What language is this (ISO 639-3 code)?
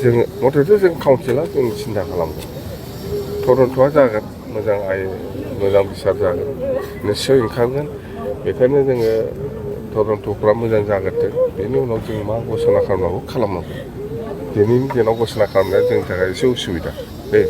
brx